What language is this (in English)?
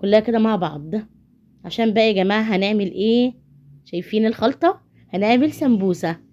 Egyptian Arabic